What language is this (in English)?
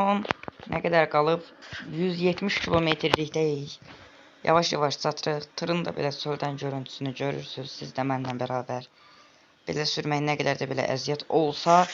Azerbaijani